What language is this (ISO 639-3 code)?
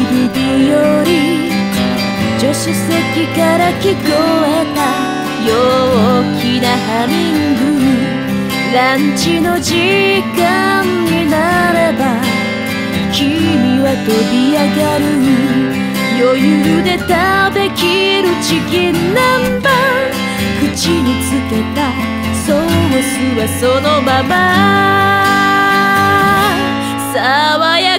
jpn